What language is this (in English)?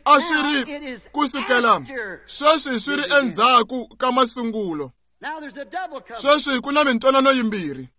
Tsonga